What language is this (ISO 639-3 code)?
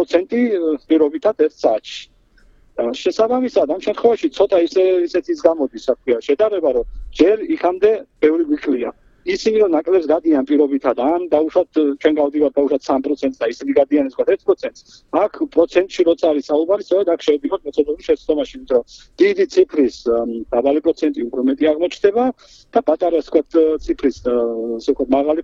kat